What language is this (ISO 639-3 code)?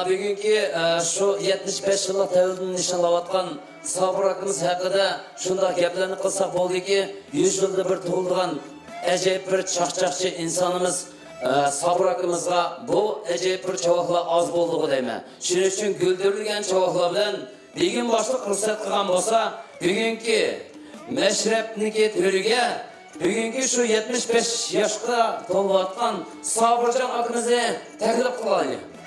uig